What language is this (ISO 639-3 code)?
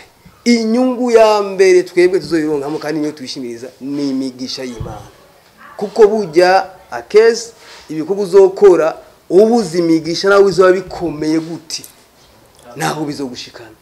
run